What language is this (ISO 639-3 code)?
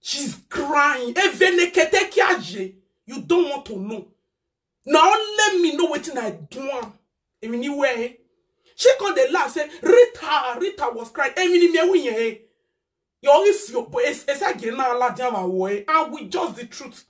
pcm